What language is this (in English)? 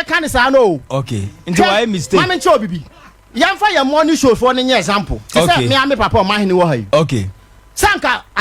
Akan